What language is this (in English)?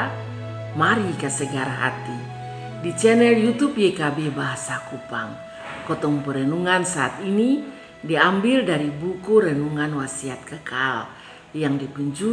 Kupang Malay